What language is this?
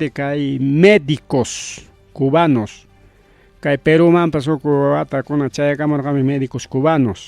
Ayacucho Quechua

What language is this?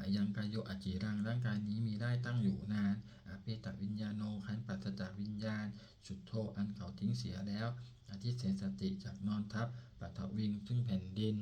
Pali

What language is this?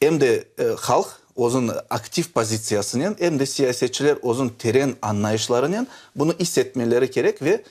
Crimean Tatar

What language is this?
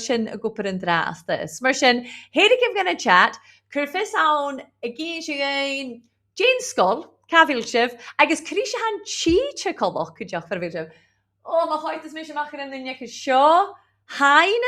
Scottish Gaelic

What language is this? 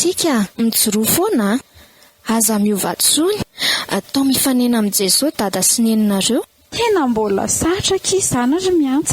Malagasy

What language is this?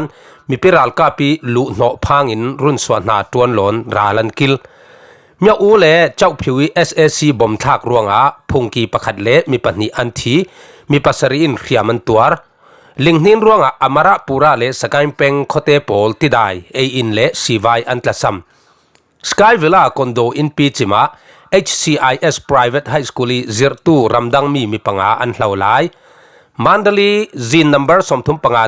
Falam Chin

